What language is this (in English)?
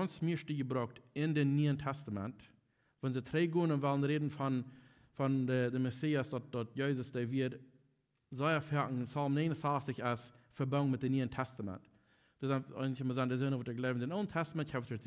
Plautdietsch